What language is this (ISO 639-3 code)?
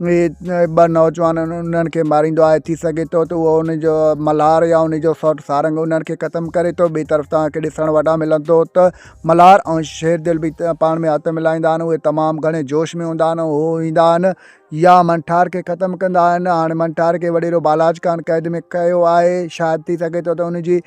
snd